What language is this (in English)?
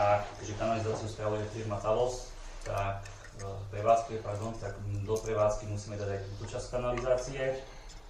Slovak